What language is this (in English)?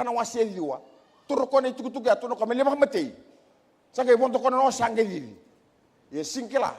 Fijian